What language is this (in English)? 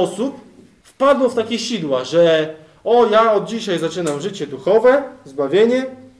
Polish